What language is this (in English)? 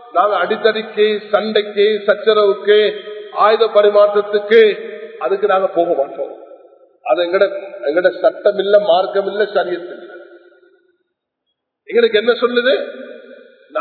Tamil